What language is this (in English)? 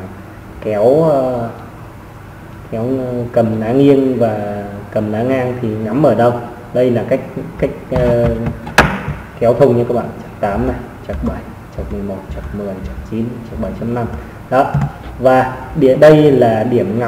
Vietnamese